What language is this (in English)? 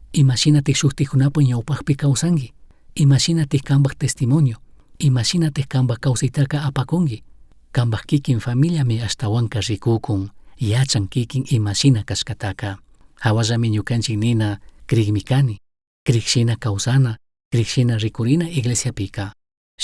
Chimborazo Highland Quichua